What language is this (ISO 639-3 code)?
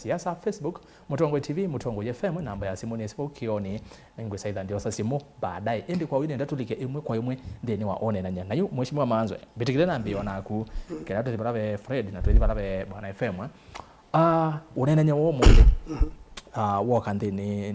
kam